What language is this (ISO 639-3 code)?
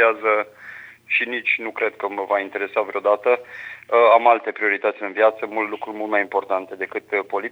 ron